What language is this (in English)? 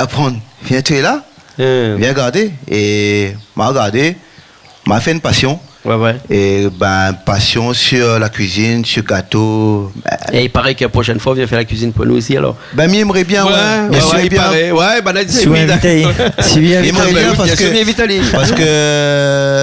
Réunion Creole French